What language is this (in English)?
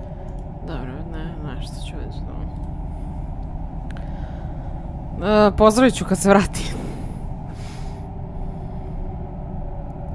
Croatian